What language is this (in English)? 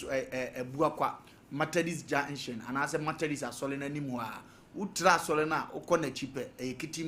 Akan